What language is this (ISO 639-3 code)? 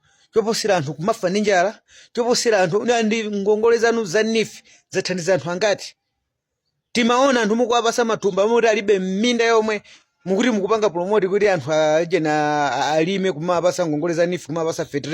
nya